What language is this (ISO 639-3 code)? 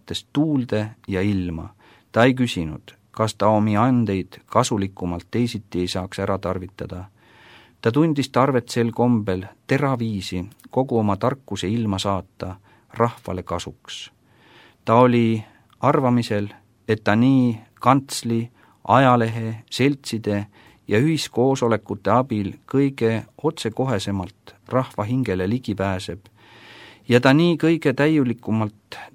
est